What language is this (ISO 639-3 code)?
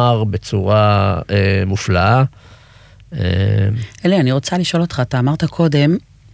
heb